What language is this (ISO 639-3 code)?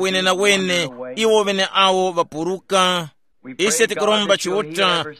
tum